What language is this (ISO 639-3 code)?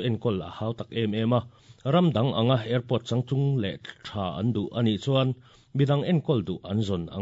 lus